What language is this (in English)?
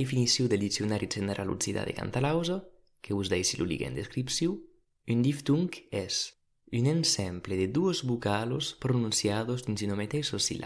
Occitan